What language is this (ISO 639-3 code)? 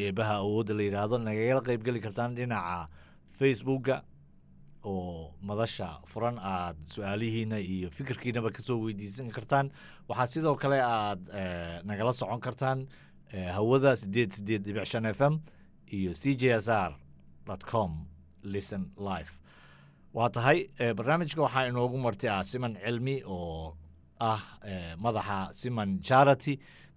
som